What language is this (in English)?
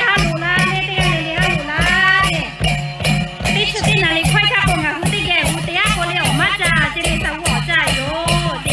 Lahu